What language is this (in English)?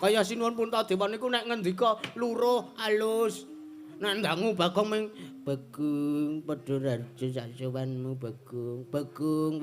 Javanese